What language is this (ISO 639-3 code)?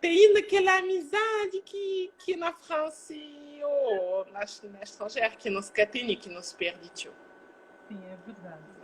kea